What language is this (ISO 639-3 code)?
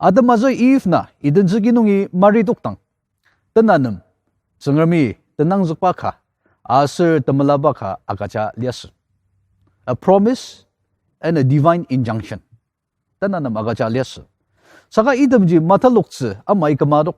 njo